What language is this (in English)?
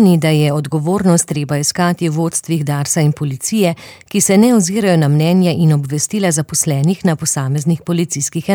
Slovenian